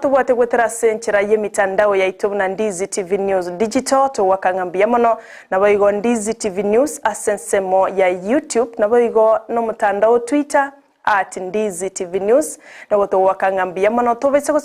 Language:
Gusii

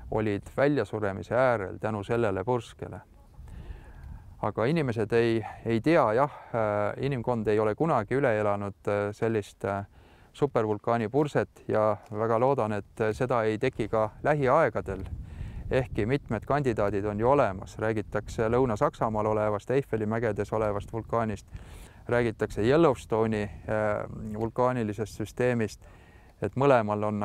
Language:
Estonian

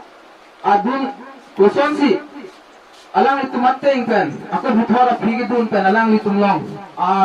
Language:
Karbi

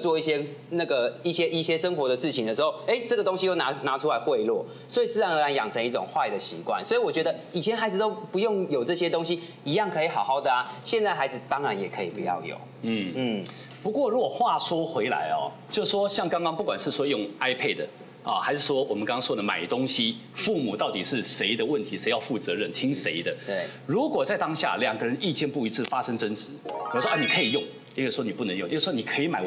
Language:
Chinese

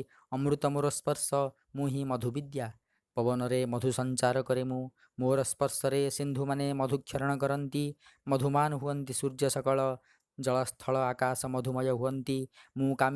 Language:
Odia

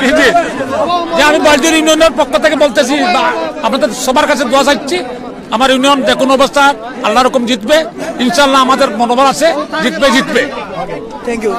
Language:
Sylheti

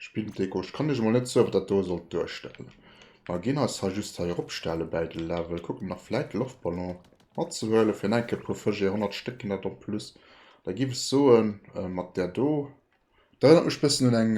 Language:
Luxembourgish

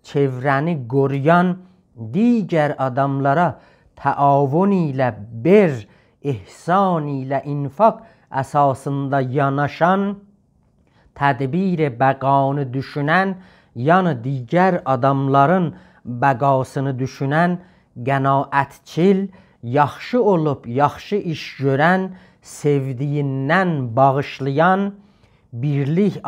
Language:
South Azerbaijani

